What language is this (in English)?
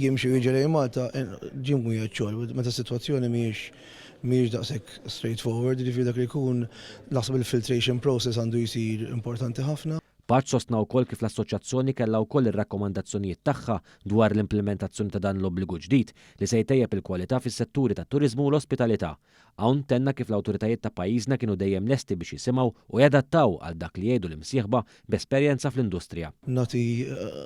Maltese